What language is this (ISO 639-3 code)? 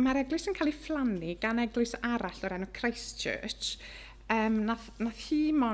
cym